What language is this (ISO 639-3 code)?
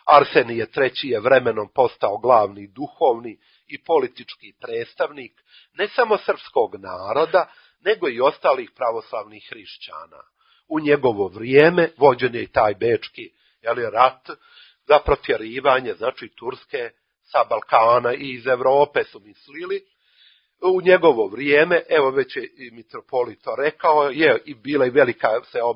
srp